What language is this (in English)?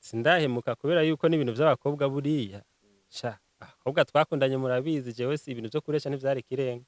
Rundi